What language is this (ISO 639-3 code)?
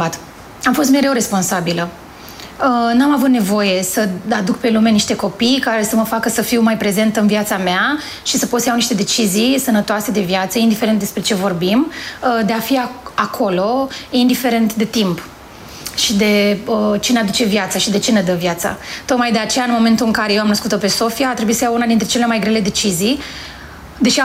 ron